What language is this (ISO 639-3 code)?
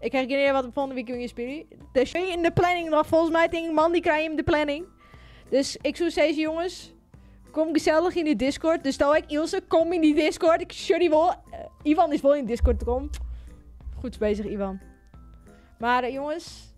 fry